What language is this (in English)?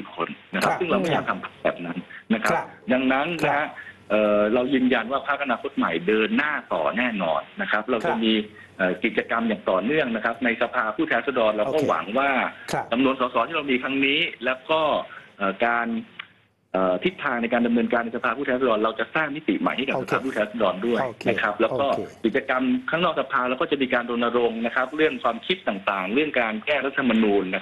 Thai